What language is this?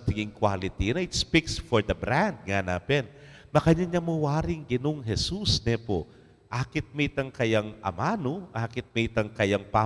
Pampanga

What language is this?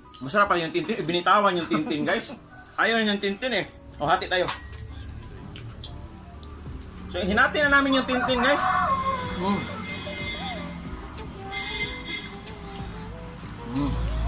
Filipino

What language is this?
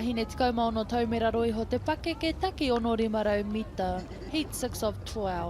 Māori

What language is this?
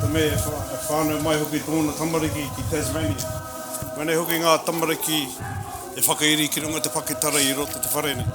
Māori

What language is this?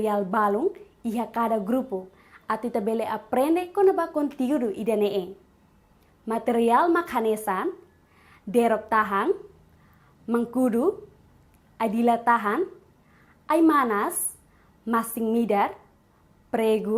Tetum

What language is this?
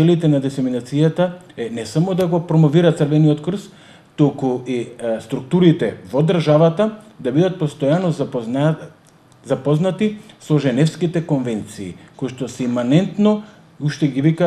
Macedonian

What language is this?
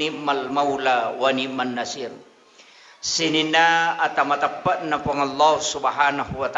Buginese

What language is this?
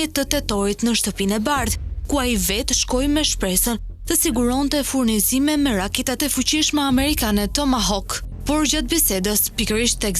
Albanian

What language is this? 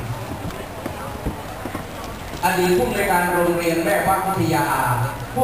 Thai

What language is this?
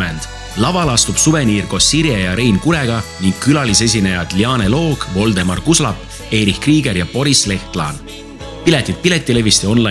Estonian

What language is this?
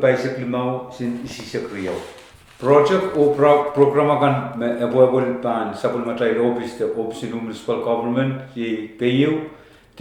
Pohnpeian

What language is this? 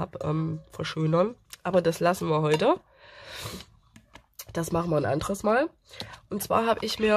German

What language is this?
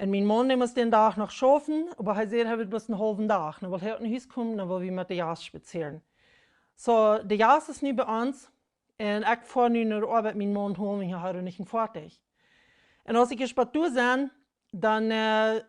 Plautdietsch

